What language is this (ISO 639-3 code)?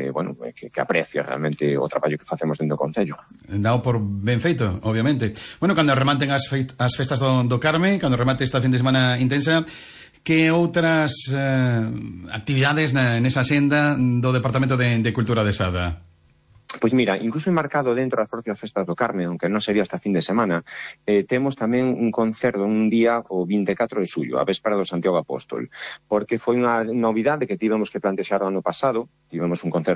glg